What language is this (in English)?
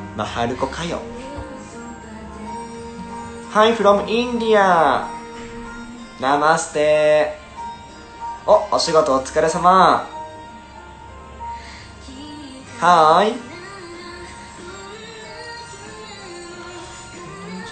Japanese